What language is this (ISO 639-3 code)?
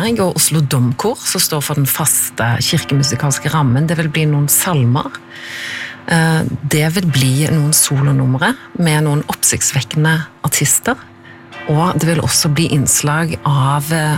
nor